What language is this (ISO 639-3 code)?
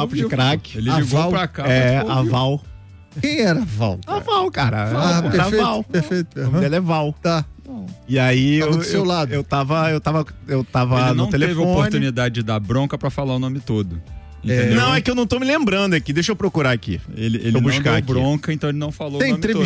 por